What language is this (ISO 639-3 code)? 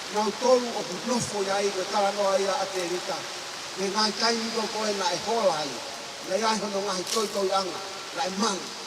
ton